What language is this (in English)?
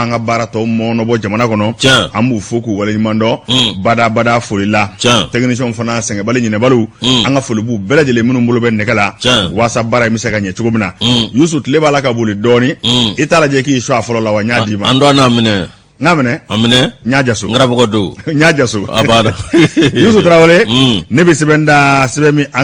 Bambara